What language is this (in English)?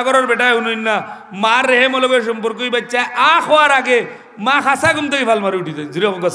Sylheti